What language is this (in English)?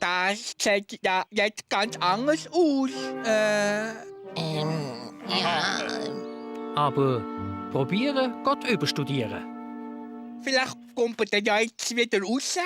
Swiss German